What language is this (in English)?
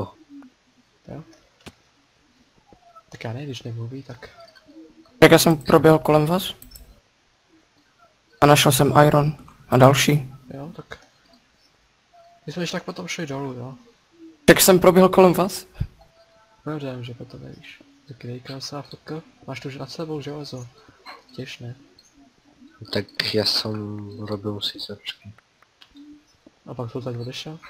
Czech